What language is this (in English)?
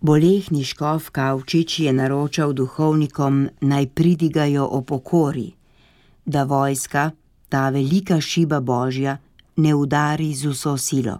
Slovenian